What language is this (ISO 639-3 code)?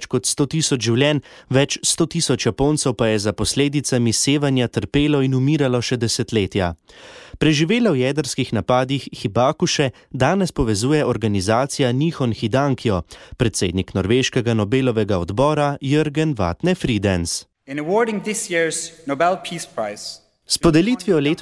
slv